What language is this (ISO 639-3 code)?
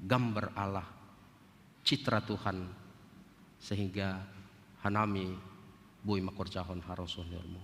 bts